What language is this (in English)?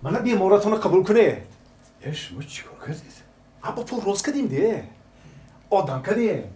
Tajik